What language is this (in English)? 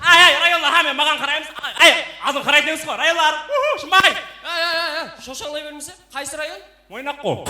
Kara-Kalpak